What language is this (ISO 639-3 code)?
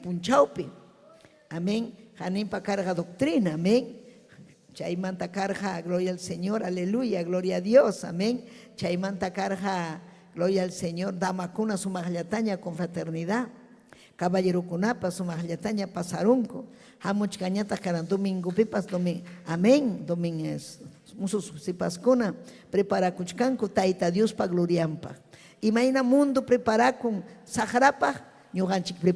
quy